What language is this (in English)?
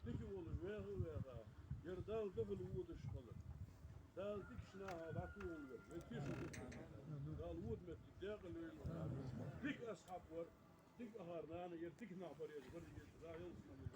Ingush